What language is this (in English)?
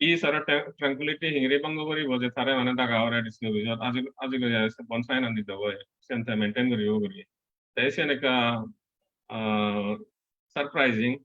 Chakma